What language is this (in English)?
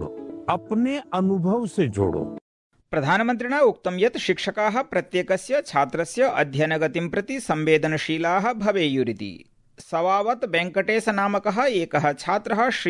Sanskrit